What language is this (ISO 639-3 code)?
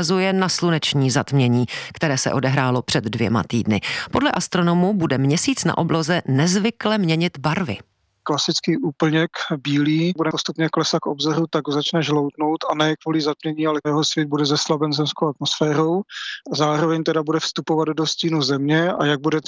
ces